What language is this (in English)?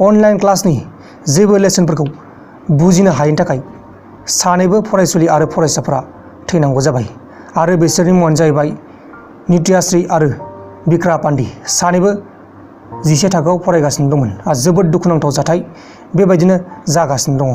Bodo